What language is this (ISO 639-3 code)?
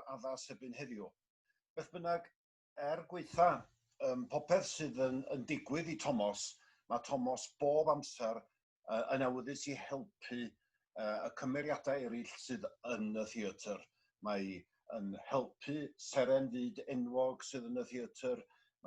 cym